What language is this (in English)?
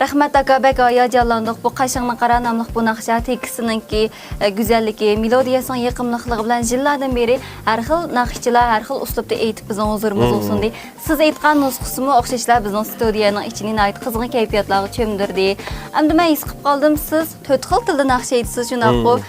Uyghur